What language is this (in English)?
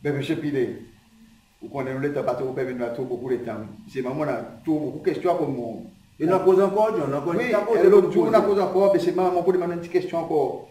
Seselwa Creole French